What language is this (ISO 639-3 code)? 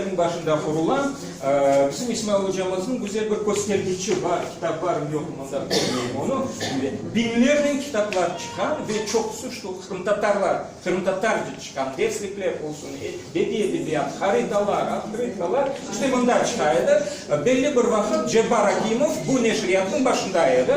crh